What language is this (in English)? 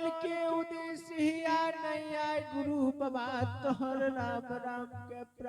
Angika